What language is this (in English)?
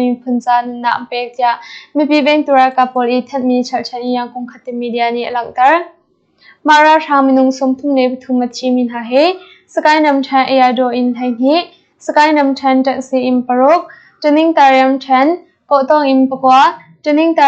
Hakha Chin